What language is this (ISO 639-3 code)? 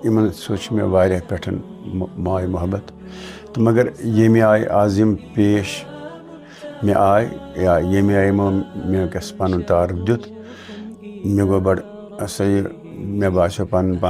kas